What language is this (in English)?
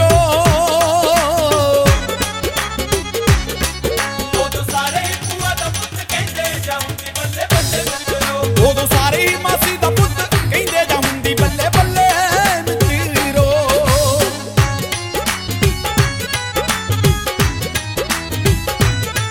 Punjabi